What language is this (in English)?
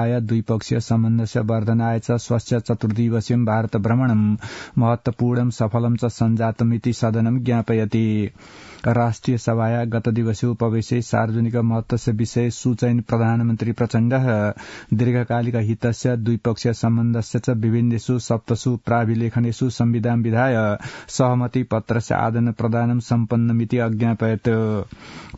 Sanskrit